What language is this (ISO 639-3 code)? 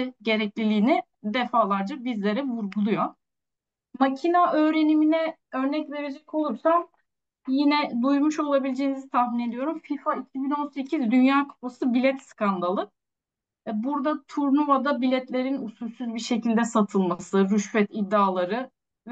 tur